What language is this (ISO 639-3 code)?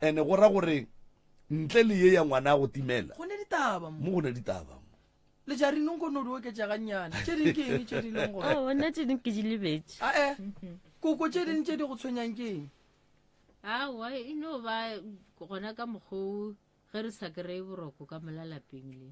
nso